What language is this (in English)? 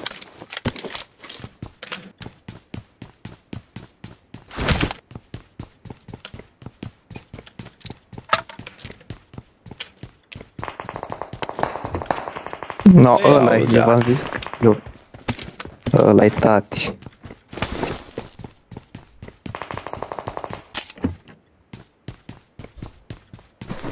Romanian